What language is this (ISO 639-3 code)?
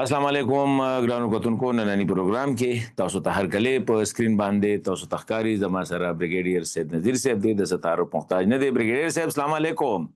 pus